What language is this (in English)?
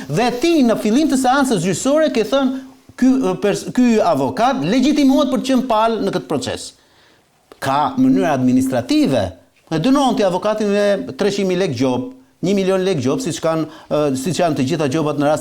Albanian